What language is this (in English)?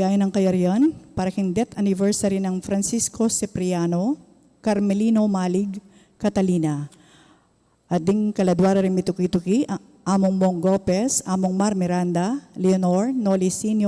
Pampanga